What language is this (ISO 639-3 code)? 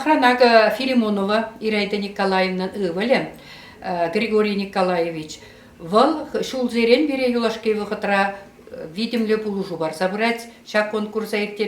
chv